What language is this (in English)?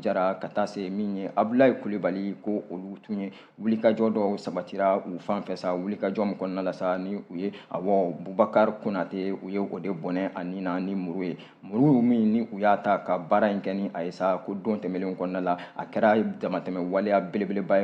Bambara